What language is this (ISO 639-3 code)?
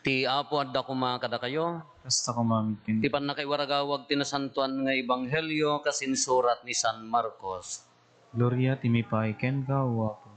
ilo